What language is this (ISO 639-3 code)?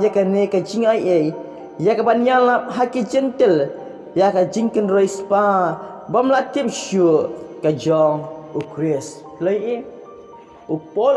kha